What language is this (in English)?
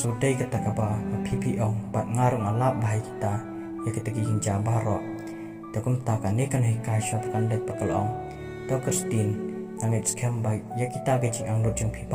Khasi